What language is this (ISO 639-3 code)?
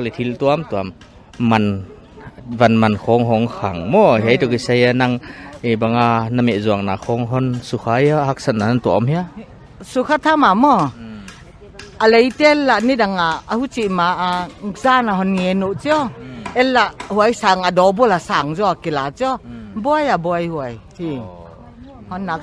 pck